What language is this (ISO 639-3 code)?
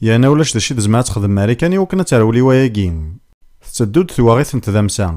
kab